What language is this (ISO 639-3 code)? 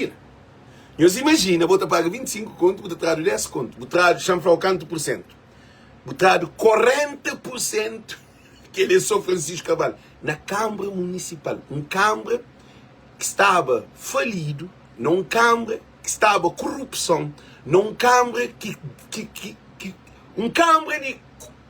kea